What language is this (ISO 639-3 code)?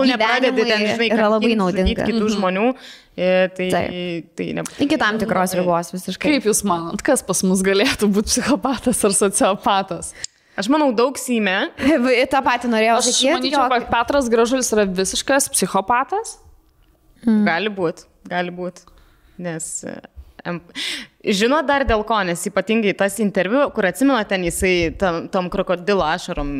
lit